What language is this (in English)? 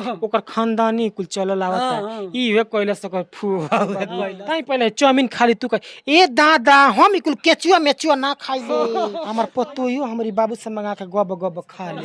Bhojpuri